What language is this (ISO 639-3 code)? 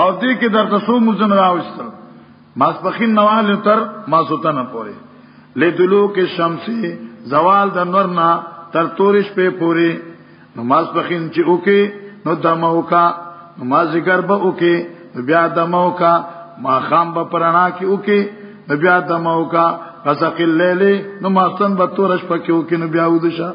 pus